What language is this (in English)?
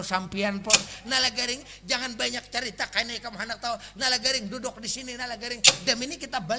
Banjar